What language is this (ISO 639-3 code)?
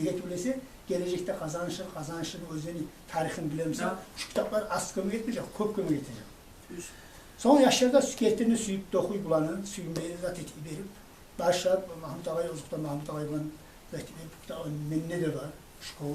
kum